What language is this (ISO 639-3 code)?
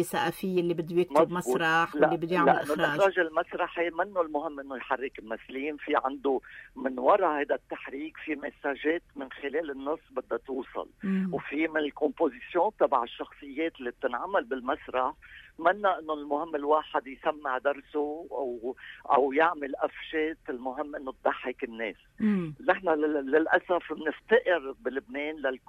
apc